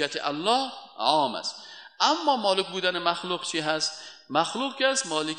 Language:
Persian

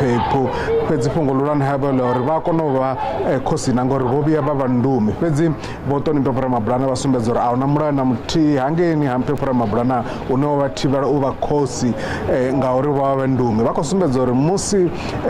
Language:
Venda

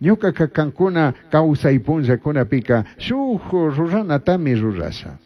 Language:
Chimborazo Highland Quichua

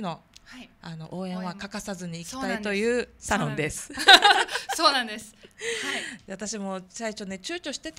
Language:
Japanese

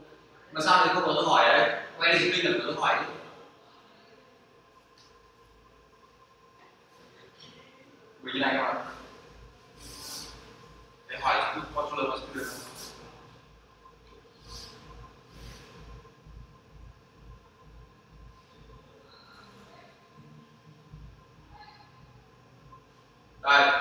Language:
Vietnamese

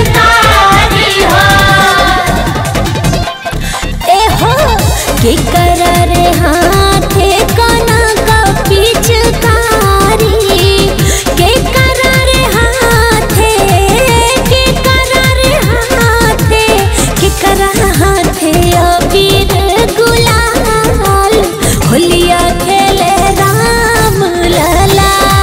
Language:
Bhojpuri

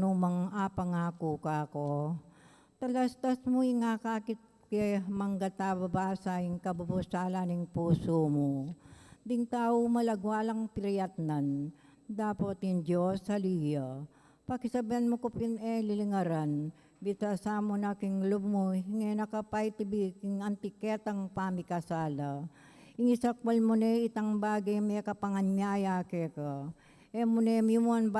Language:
Pampanga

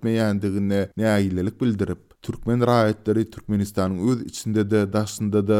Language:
Turkmen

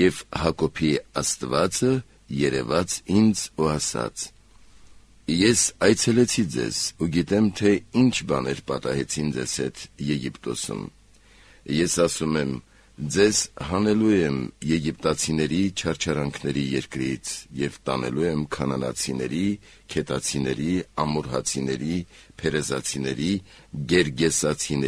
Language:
Armenian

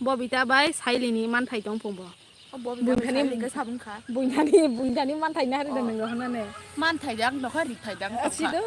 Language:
Kok Borok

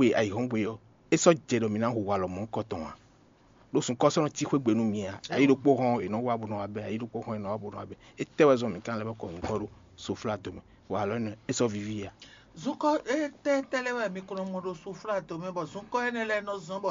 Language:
Fon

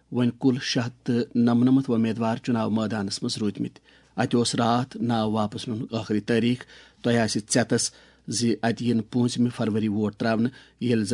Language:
Kashmiri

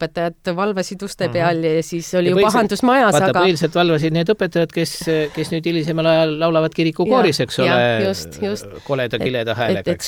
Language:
Estonian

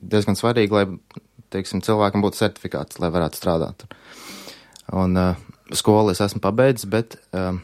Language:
Latvian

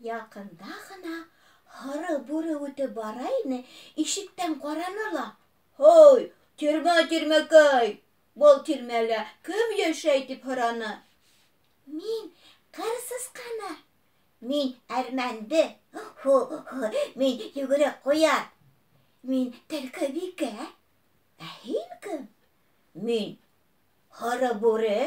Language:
Bashkir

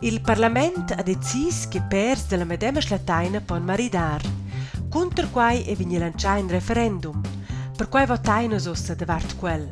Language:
Romansh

